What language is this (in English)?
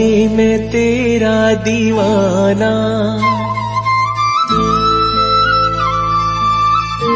Hindi